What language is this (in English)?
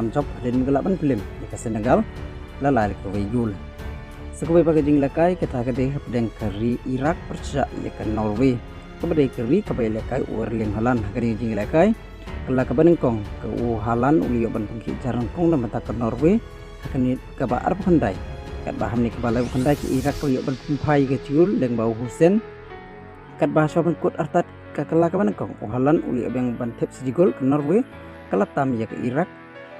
Khasi